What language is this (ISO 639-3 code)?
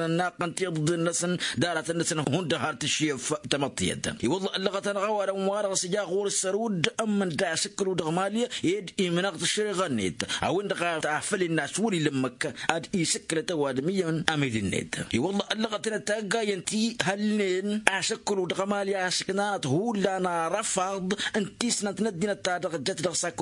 taq